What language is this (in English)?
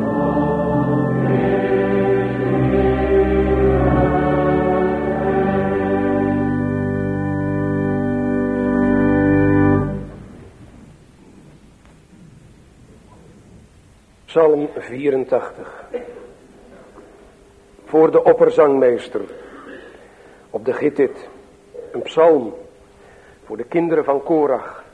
Dutch